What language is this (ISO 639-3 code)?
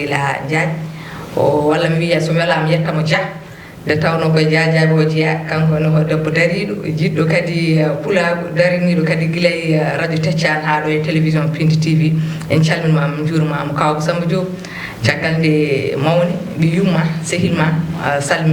ful